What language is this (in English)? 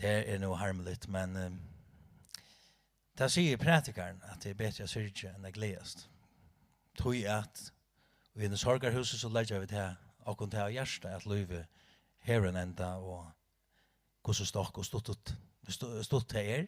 Faroese